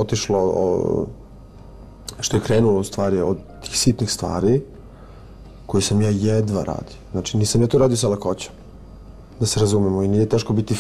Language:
Serbian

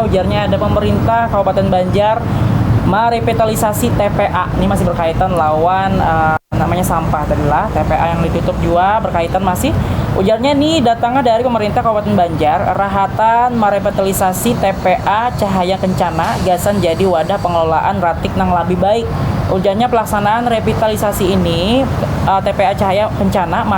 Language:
Banjar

